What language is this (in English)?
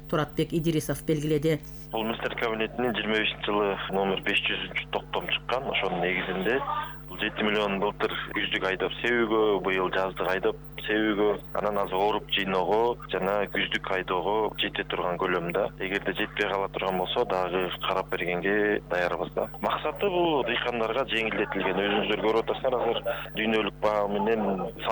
Kyrgyz